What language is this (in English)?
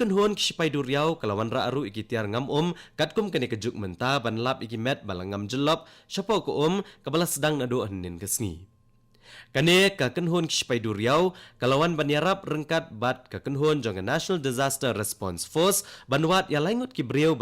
Khasi